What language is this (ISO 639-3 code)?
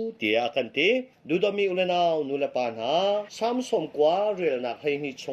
cnh